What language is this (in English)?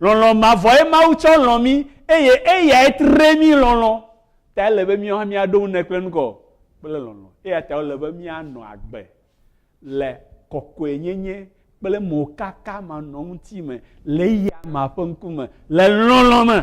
Ewe